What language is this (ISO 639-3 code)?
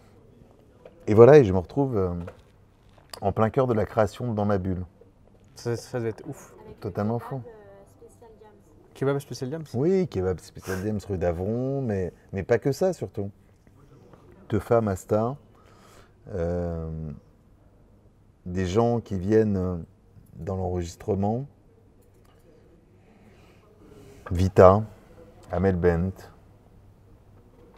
fra